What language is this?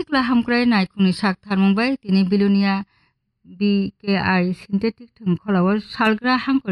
Kok Borok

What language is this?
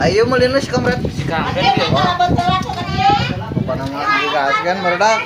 Sundanese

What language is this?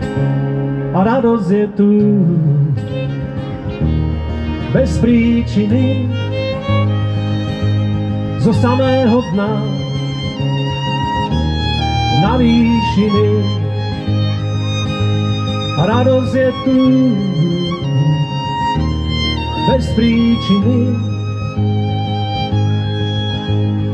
Slovak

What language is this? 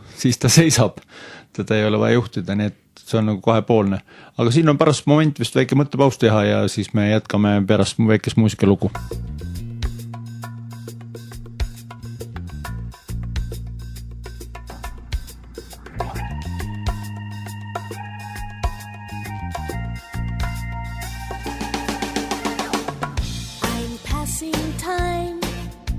Estonian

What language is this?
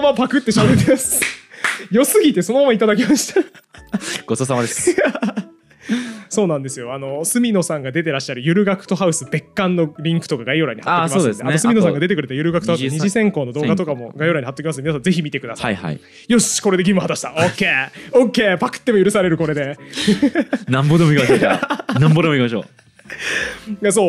Japanese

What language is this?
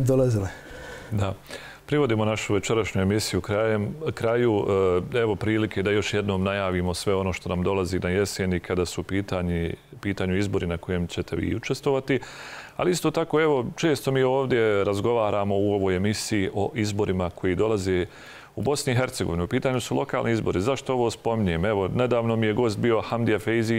Bosnian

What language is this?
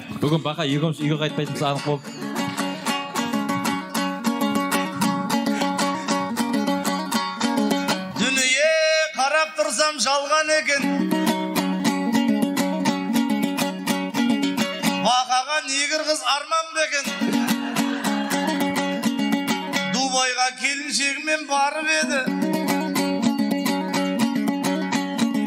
Kazakh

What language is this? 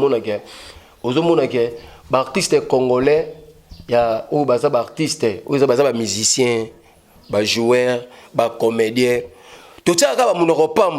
Lingala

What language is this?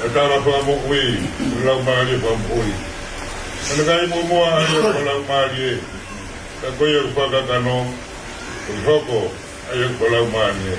Tongan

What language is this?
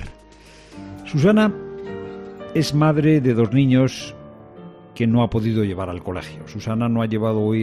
Spanish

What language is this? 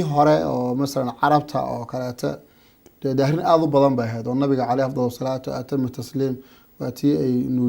Somali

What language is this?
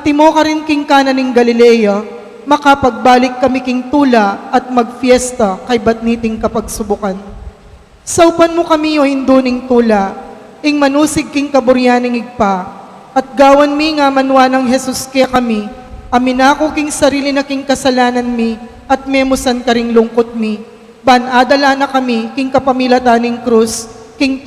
Pampanga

